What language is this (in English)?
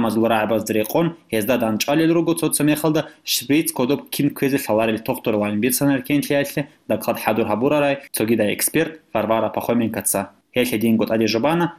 Avaric